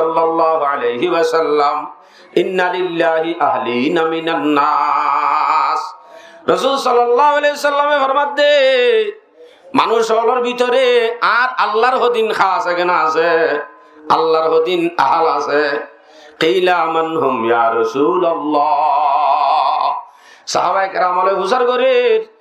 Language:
Rohingya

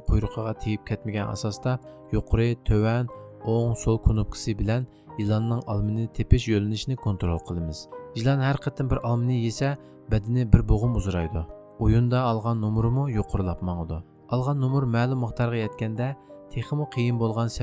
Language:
Uyghur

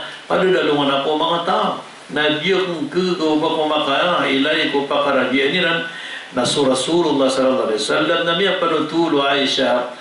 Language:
Maranao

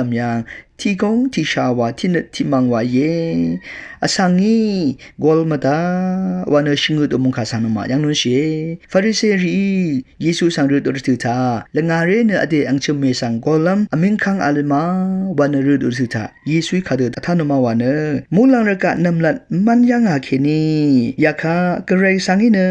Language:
Rawang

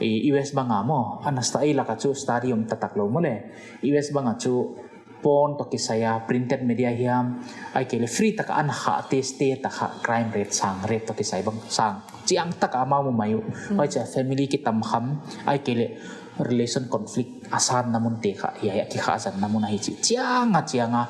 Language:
Paite Chin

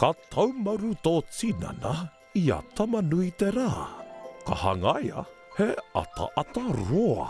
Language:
Māori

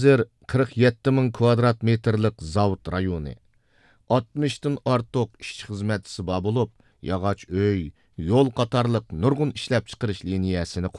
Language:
Uyghur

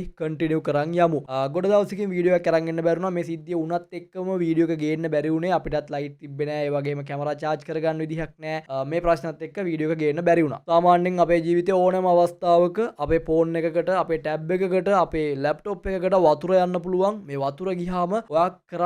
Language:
Sinhala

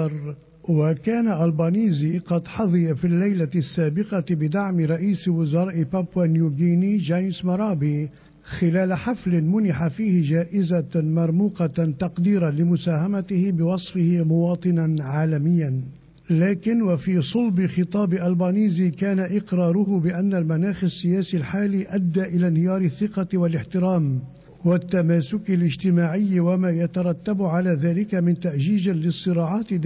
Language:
Arabic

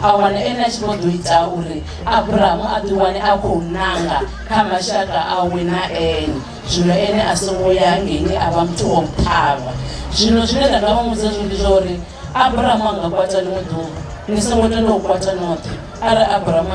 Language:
Venda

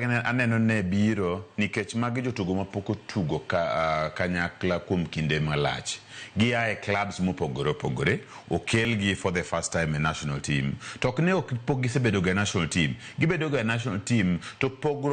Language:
Luo (Kenya and Tanzania)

